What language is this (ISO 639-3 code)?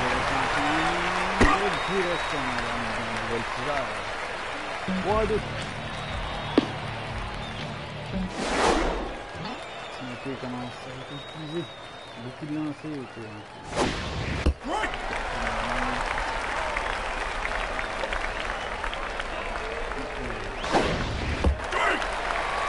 fra